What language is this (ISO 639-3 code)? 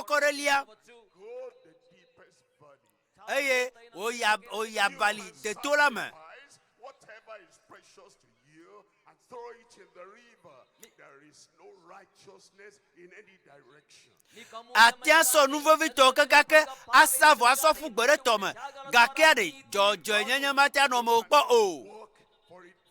ewe